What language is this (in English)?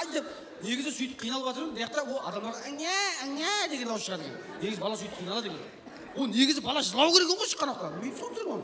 Kara-Kalpak